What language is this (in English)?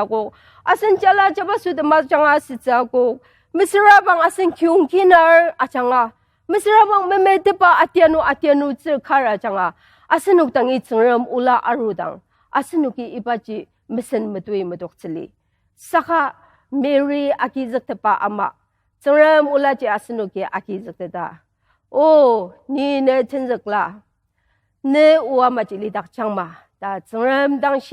Ao Naga